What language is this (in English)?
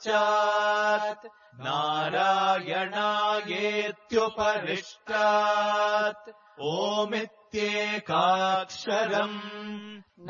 Sanskrit